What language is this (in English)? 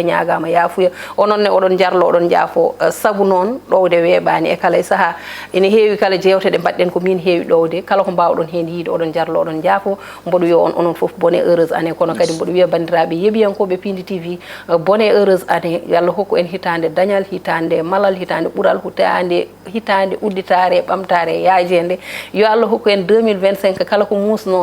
Fula